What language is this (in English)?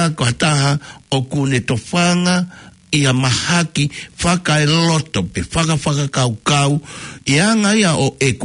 Tongan